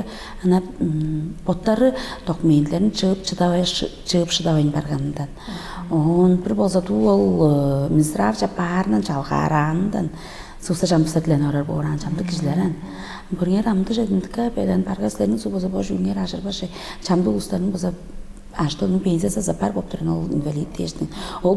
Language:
Tuvinian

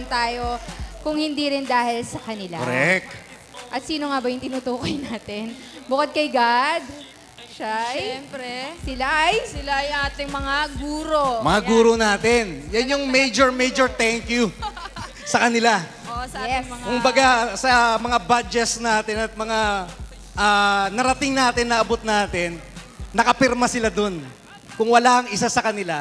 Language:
Filipino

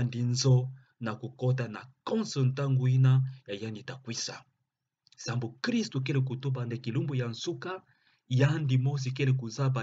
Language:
Kituba (Democratic Republic of Congo)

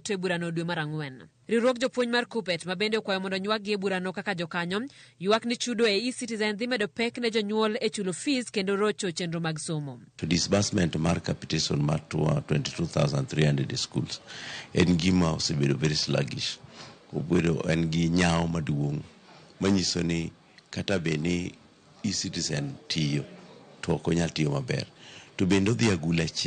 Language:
Luo (Kenya and Tanzania)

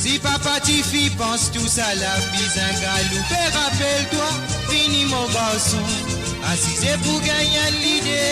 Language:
Morisyen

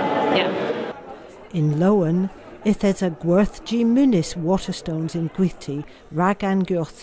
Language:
Cornish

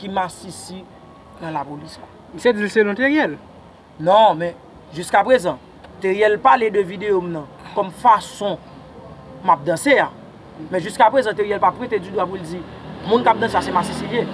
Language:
Haitian Creole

